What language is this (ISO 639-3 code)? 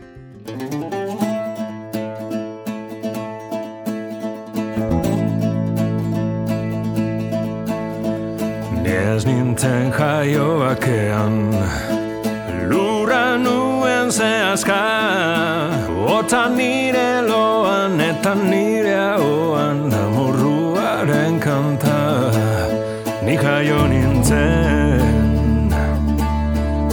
eus